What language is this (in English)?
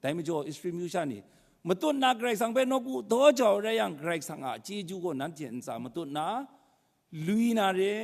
Kachin